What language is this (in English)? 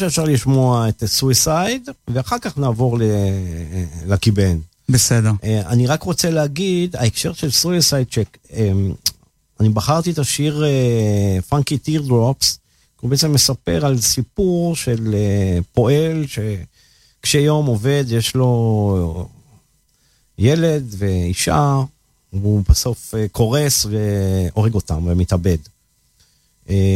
Hebrew